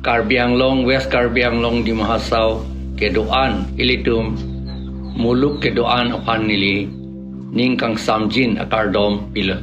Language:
Karbi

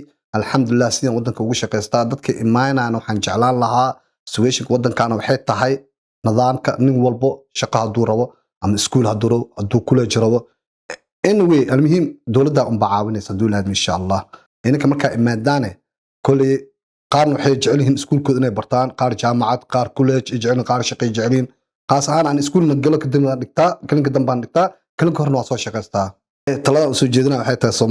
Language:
Somali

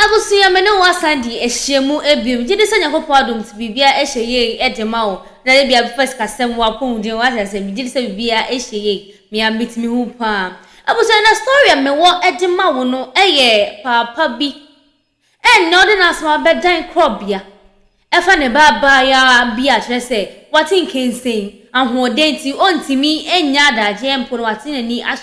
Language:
Akan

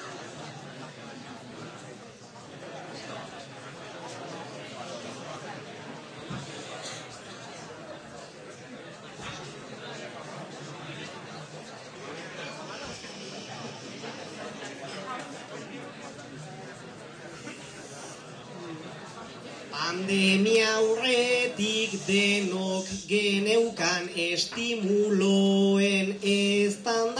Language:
Basque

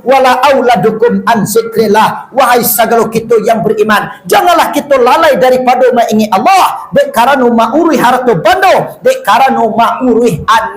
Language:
Minangkabau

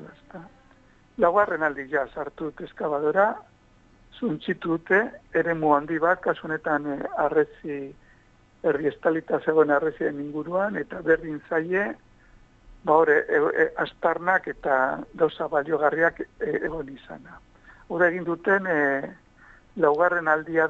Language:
Basque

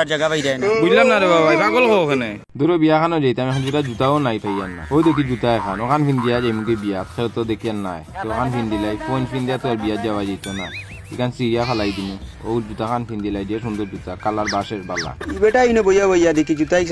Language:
Sylheti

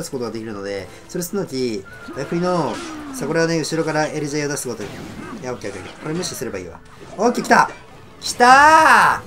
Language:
Japanese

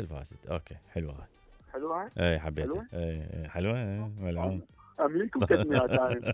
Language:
Mesopotamian Arabic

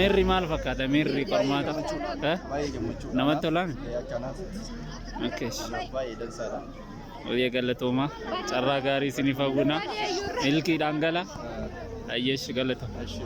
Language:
Oromo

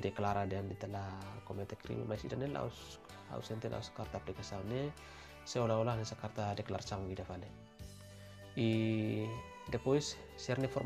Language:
Tetum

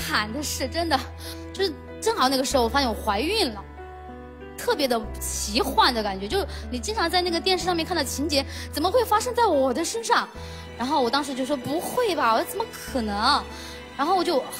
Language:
Chinese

